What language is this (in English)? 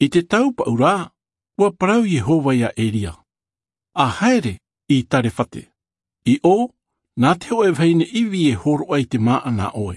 Tahitian